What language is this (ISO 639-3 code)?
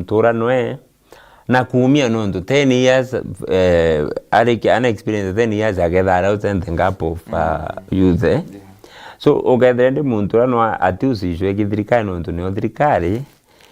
mer